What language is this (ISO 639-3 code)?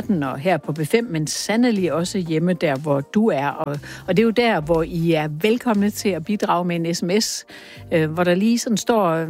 dan